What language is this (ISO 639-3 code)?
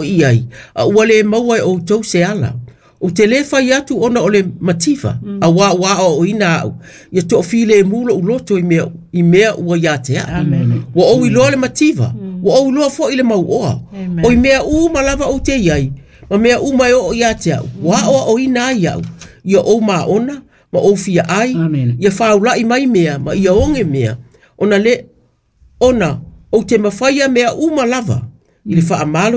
smo